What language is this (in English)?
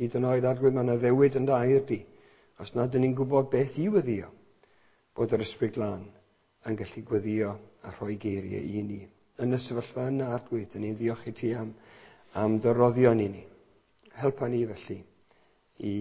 Welsh